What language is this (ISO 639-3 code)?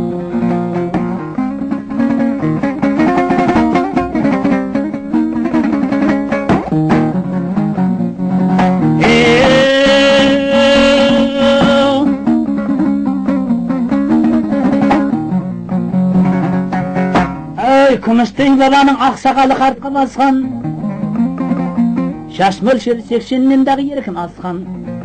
kaz